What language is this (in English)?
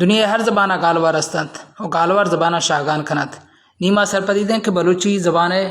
Baluchi